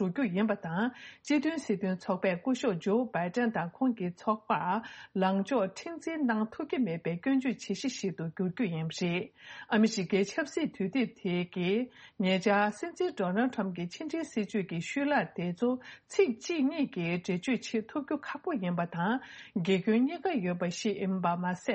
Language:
Tibetan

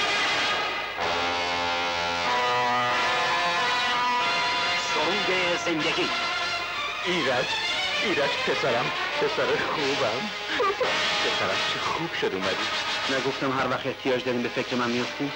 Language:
Persian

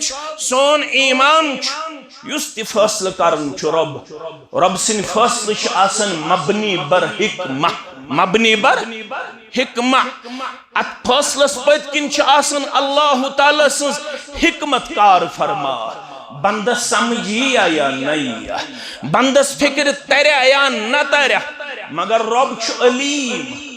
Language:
Kashmiri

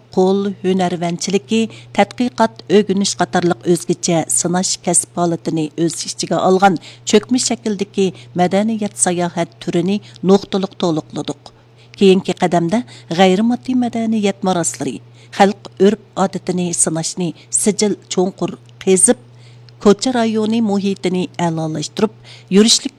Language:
Uyghur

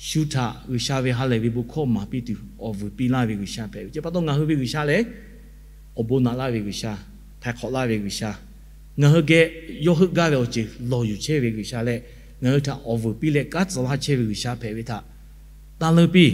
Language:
Lahu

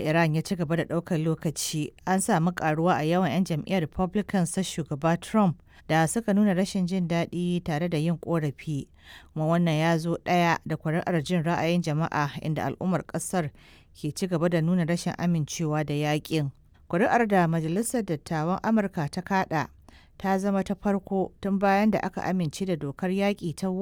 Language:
Hausa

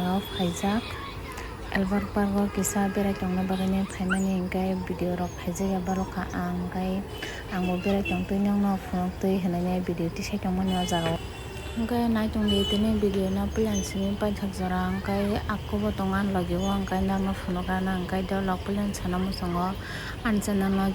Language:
Kok Borok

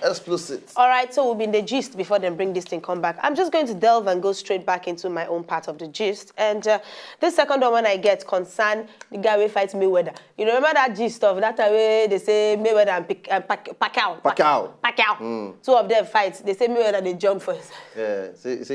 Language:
Nigerian Pidgin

